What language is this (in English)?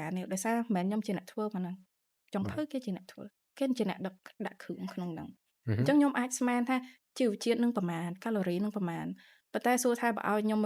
Khmer